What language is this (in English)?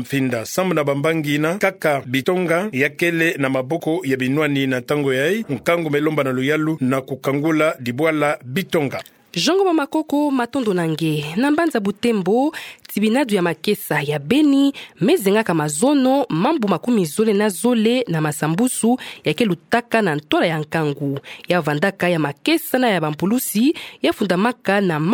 Kituba (Democratic Republic of Congo)